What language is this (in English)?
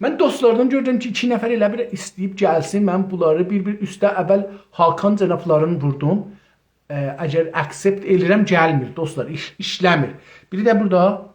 South Azerbaijani